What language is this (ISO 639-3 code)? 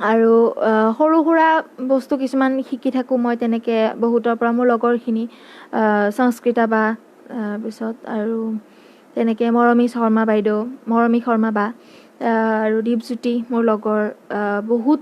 asm